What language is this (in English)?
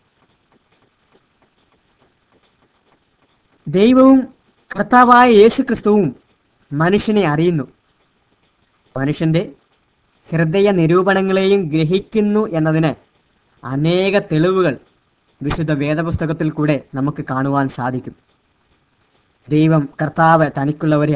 Malayalam